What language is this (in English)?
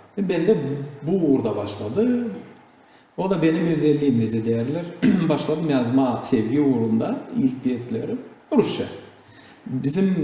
Gagauz